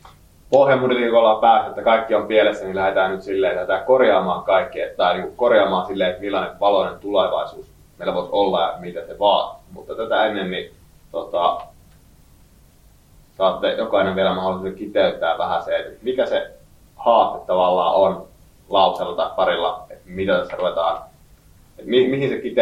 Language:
Finnish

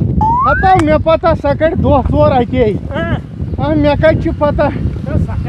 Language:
Kashmiri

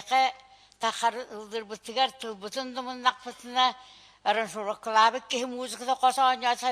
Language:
Yakut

